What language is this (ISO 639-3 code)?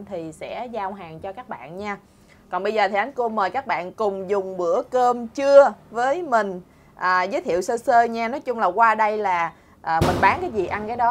vie